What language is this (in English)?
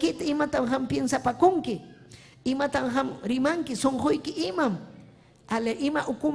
Ayacucho Quechua